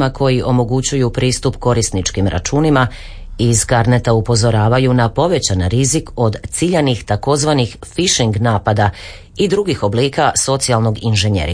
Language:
Croatian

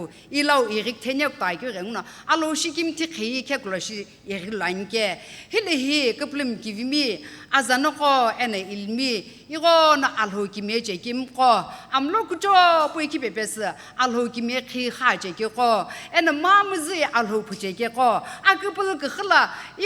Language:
Sumi Naga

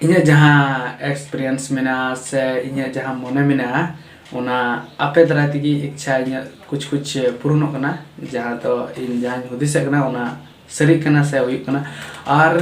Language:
Santali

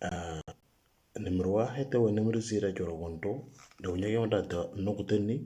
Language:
Moro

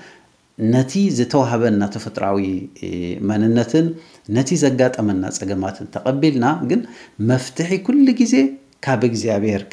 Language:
Tigrinya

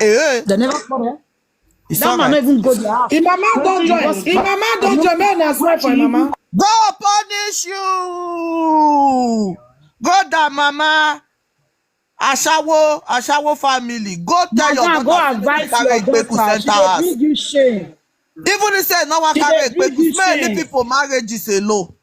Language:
Nigerian Pidgin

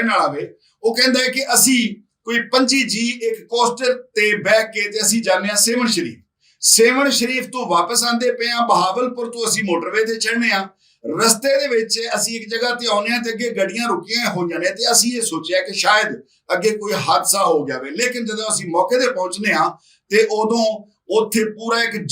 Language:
Western Panjabi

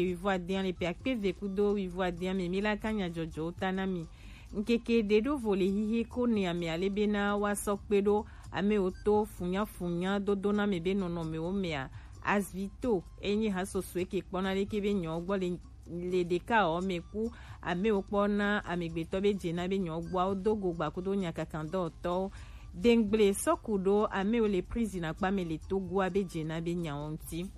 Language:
Gen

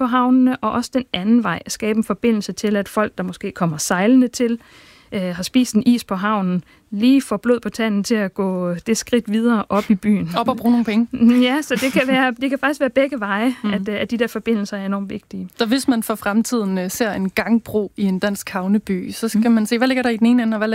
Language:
Danish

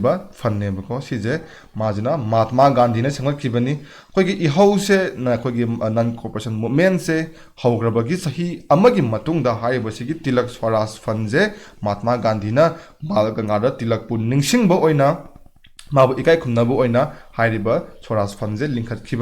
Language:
Manipuri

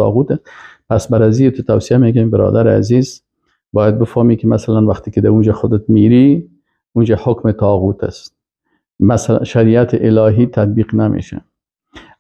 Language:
Persian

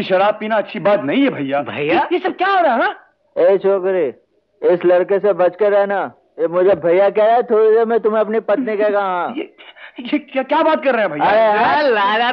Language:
Hindi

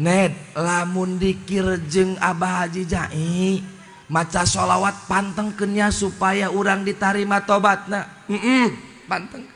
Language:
Sundanese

